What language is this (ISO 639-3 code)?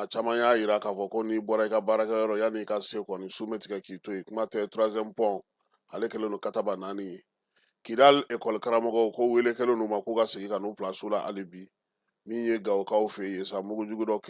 bam